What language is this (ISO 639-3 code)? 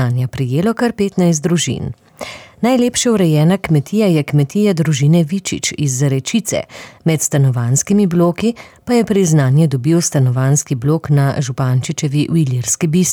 slv